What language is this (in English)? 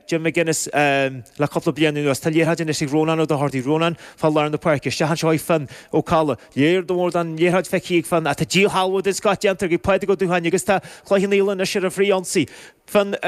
Irish